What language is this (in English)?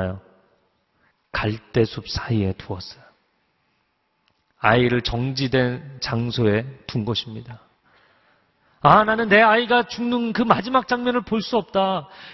Korean